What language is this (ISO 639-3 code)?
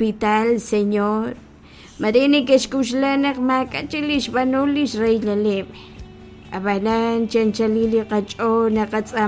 kek